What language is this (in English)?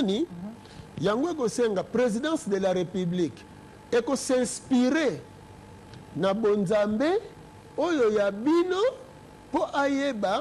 Lingala